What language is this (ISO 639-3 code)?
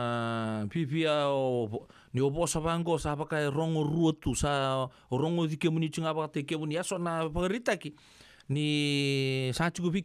fij